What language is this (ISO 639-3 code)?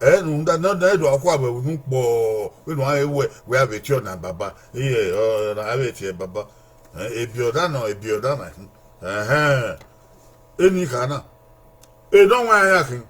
bin